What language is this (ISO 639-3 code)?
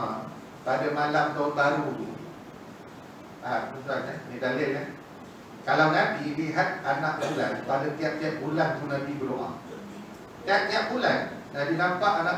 msa